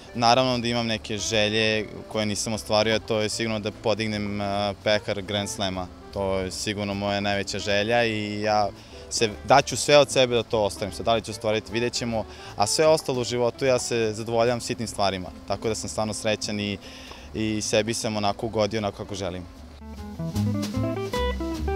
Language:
Serbian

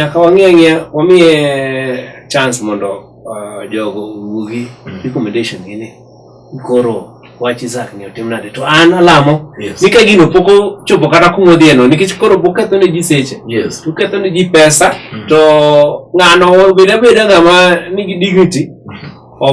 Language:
Luo (Kenya and Tanzania)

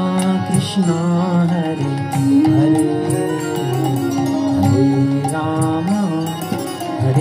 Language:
Hindi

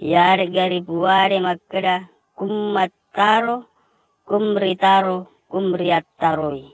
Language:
Buginese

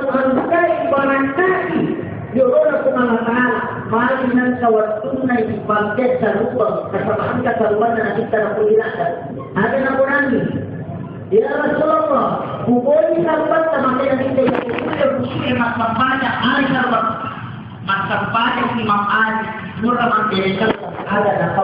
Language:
Buginese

